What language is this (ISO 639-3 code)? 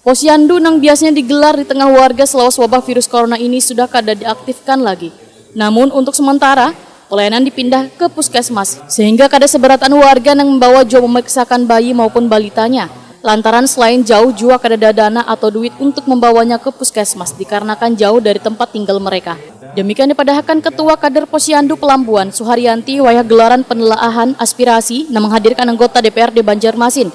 bjn